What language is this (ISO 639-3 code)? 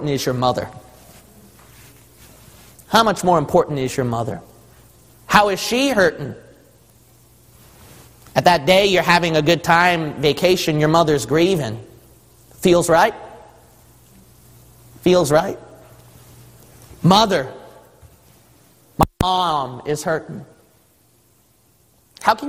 eng